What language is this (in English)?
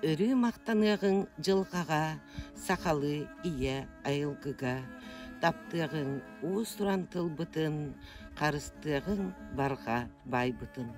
Yakut